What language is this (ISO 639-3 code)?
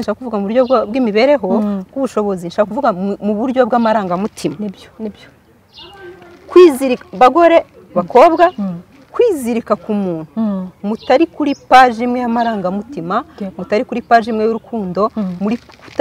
kin